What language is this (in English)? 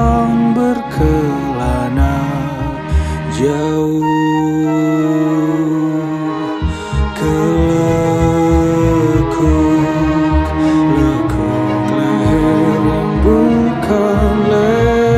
Indonesian